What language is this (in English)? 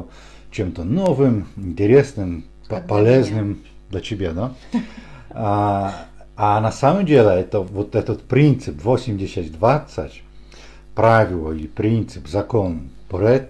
Russian